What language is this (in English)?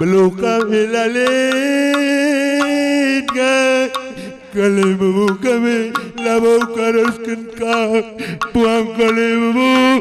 Batak Karo